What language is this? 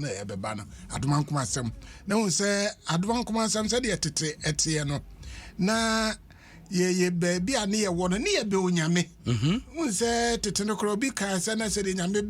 Akan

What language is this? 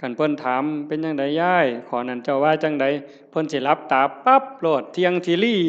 Northeastern Thai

